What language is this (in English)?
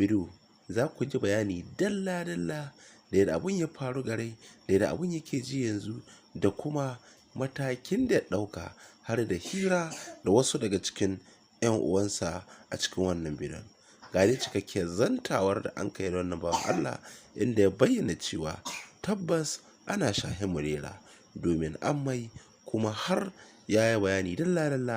Hausa